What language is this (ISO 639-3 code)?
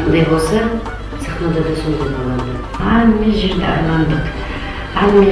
kaa